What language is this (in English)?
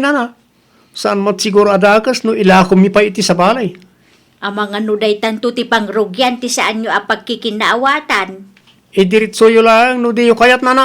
Iloko